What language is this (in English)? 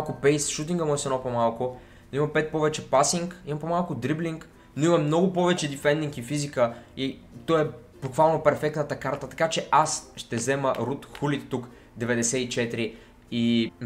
Bulgarian